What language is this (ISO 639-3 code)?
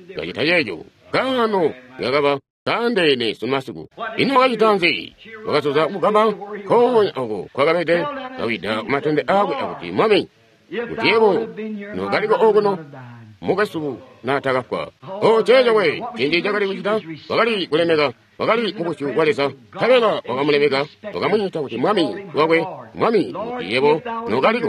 toi